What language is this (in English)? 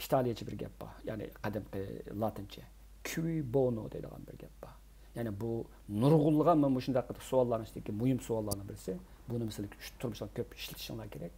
Uyghur